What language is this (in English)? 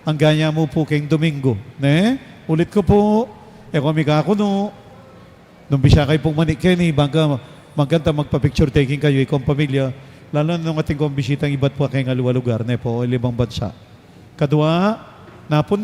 Pampanga